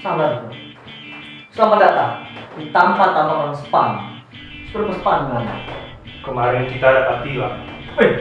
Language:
Manado Malay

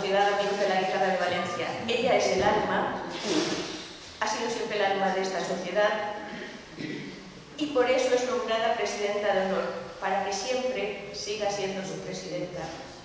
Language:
Spanish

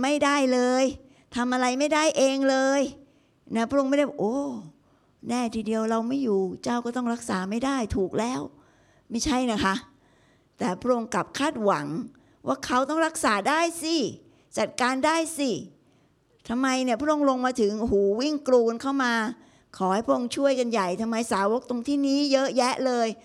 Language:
Thai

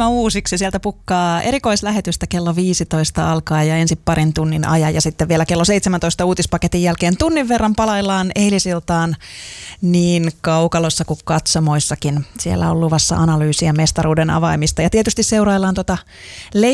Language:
Finnish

